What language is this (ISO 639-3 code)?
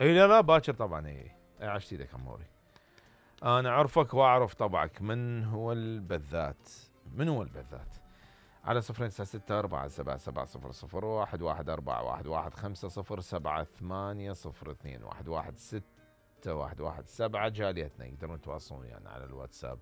acm